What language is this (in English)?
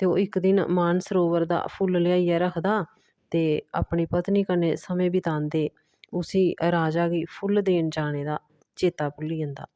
Dogri